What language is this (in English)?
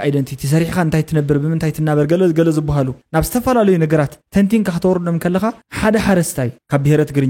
Tigrinya